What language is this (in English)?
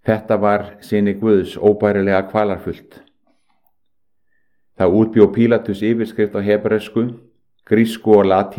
Icelandic